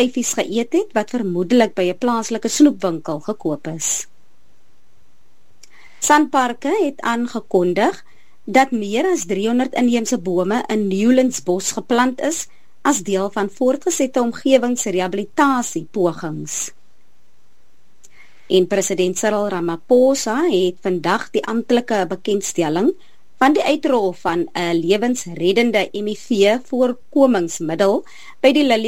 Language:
Afrikaans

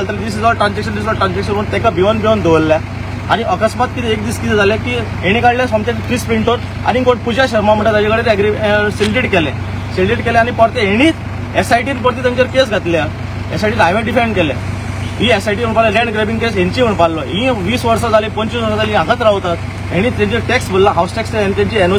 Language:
Konkani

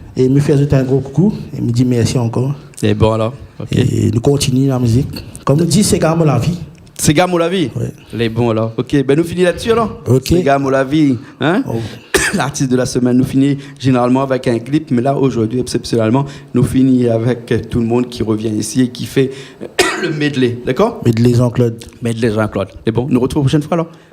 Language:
Réunion Creole French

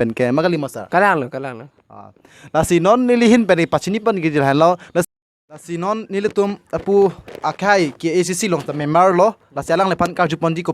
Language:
Karbi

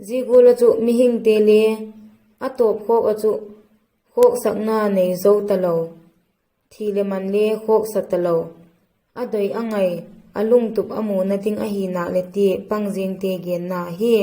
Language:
Vaiphei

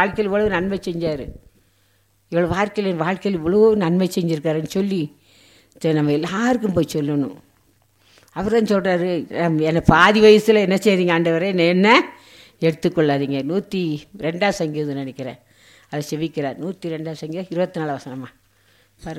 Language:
Tamil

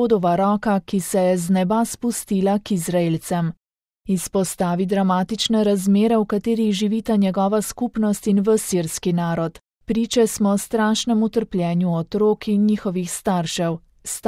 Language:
Slovenian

